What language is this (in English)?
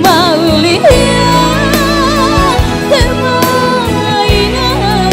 Batak Toba